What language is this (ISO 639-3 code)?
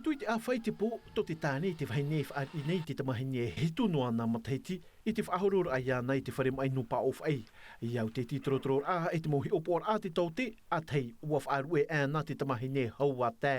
tah